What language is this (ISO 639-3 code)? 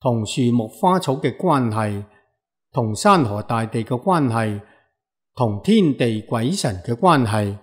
yue